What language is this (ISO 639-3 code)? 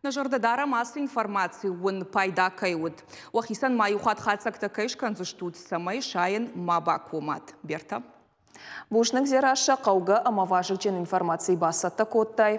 oss